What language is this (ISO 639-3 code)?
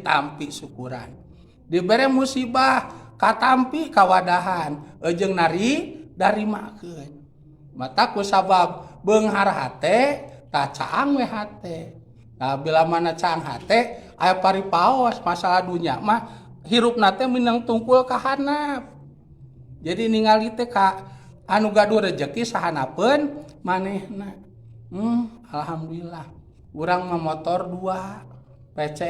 sun